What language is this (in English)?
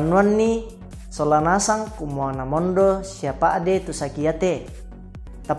Toraja-Sa'dan